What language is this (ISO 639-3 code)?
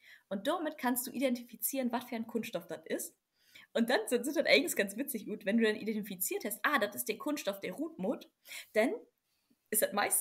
nds